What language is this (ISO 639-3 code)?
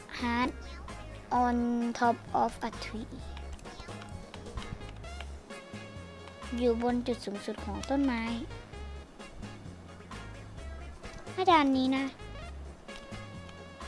tha